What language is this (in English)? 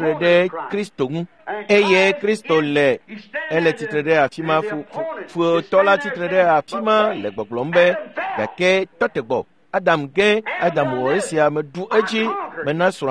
Ewe